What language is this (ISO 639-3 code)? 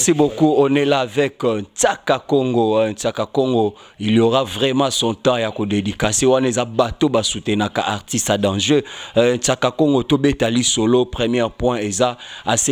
lin